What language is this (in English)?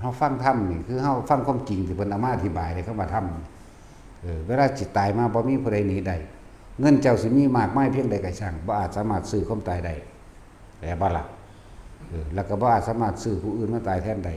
Northeastern Thai